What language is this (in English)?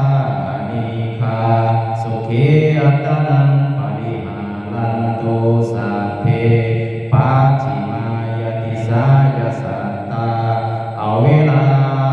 Pali